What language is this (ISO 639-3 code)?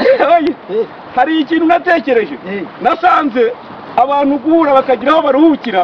kin